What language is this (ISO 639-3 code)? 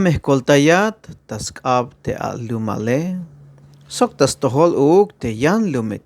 tzh